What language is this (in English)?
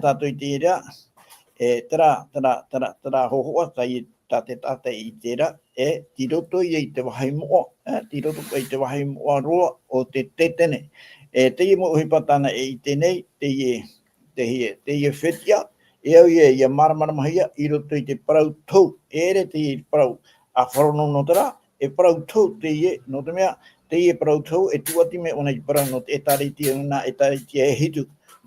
Tahitian